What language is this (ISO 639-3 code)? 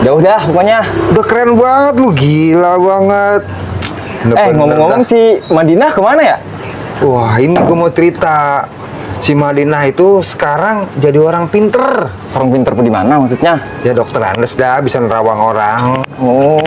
bew